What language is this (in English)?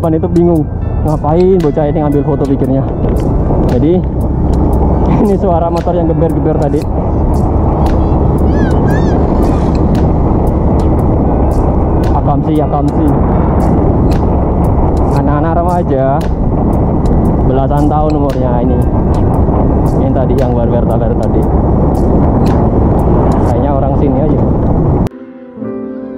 Indonesian